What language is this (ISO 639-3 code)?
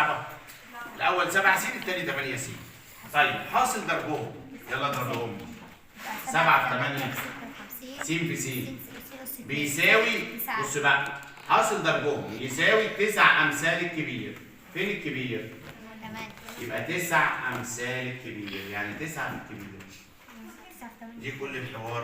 arz